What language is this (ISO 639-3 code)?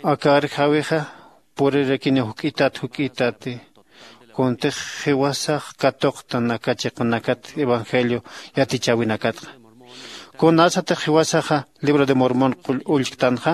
aym